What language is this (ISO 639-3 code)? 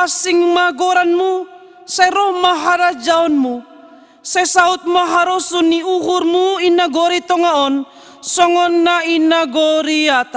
bts